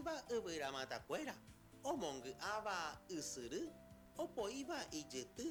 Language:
Guarani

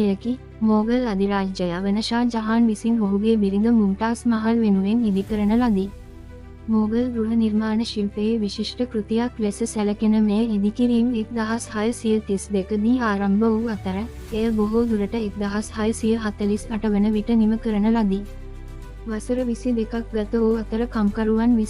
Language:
Sinhala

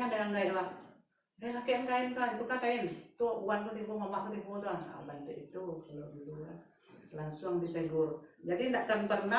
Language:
Minangkabau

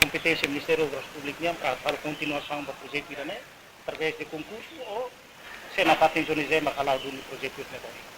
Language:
Tetum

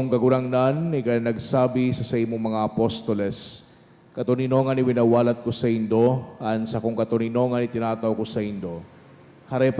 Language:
Bikol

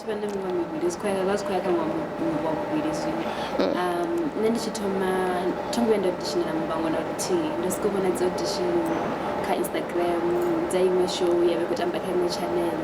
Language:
Venda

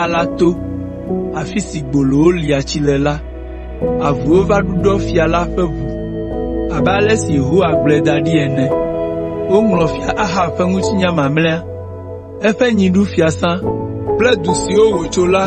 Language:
Ewe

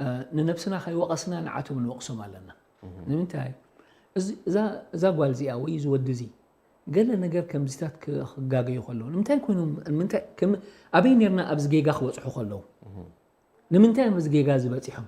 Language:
Tigrinya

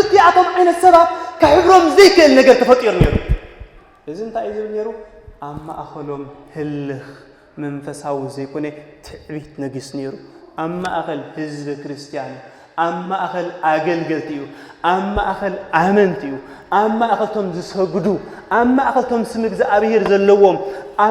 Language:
Tigrinya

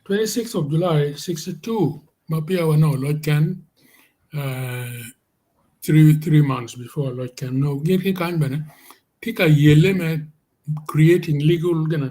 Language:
Acoli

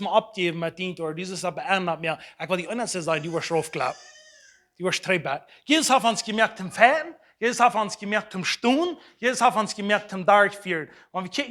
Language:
Plautdietsch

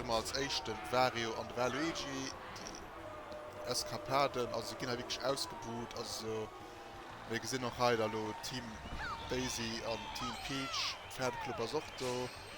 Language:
Luxembourgish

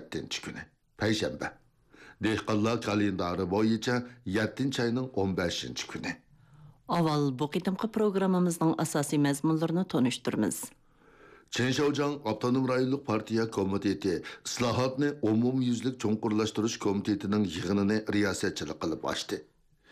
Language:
Uyghur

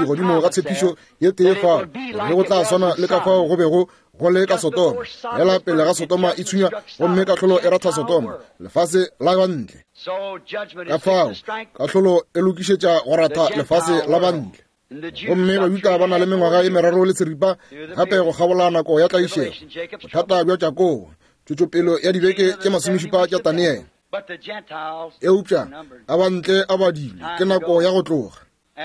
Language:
Northern Sotho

